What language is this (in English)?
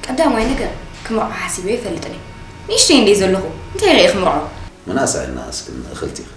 Tigrinya